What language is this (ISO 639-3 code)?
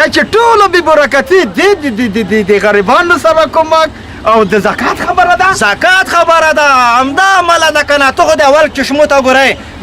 pus